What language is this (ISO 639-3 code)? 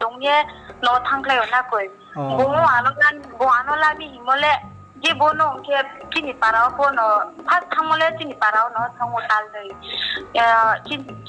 ria